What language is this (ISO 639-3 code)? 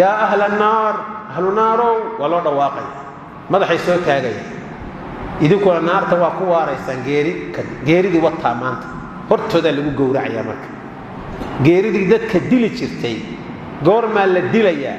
som